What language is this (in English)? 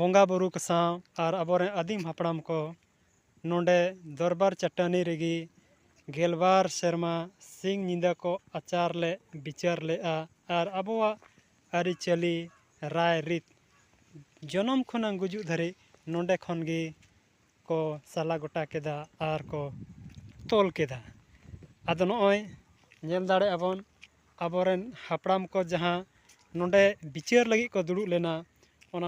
Santali